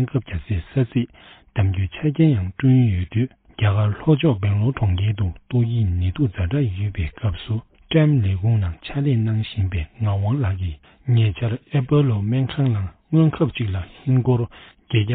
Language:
Tibetan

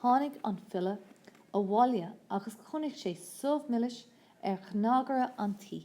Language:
Irish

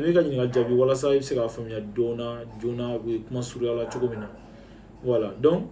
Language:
Bambara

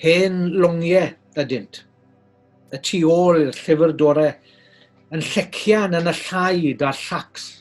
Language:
Welsh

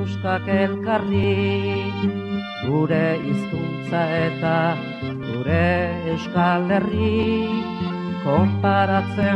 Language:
Basque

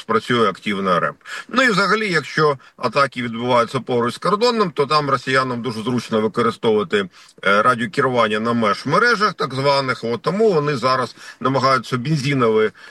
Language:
Ukrainian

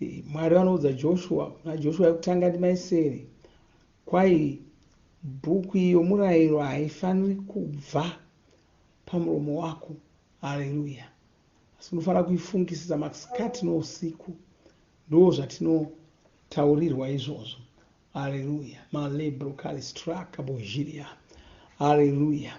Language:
Shona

